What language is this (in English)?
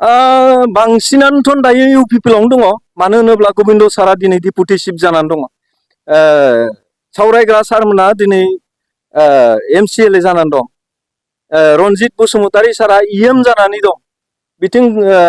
Bodo